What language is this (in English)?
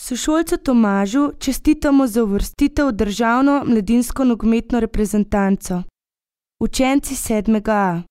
Slovenian